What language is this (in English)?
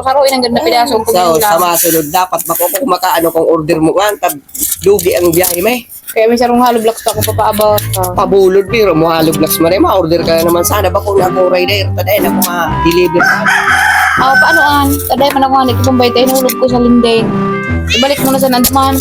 Bikol